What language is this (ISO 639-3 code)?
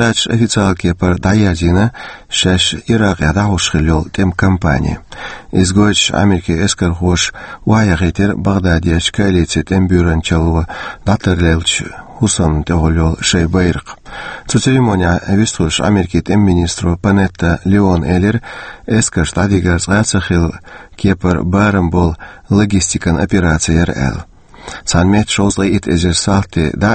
che